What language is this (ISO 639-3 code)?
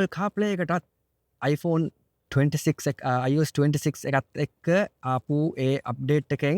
sin